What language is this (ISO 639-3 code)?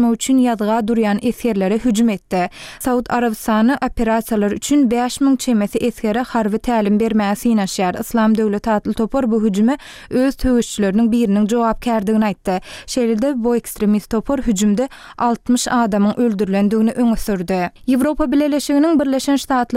tuk